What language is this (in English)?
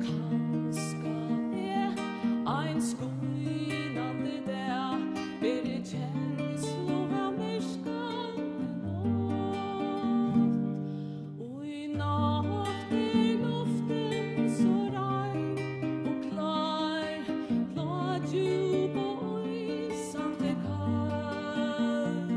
Faroese